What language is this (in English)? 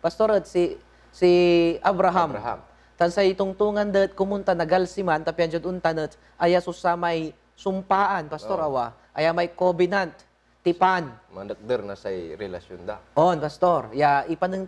Pangasinan